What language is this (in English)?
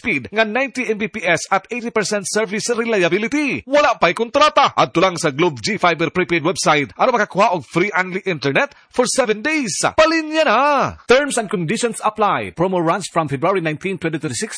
Cebuano